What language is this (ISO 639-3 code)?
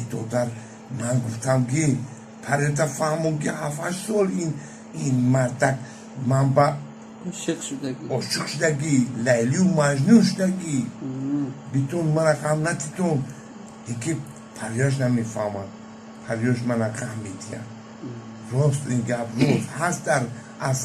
tgk